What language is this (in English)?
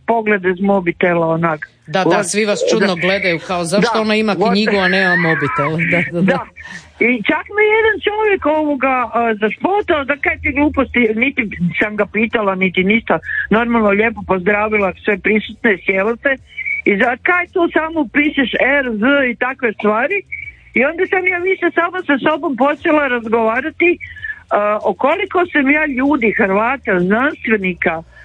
Croatian